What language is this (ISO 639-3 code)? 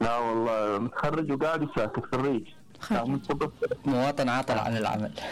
acm